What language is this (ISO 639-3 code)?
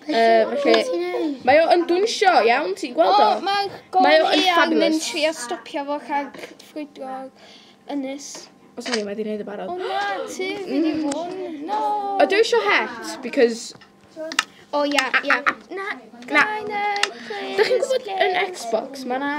cym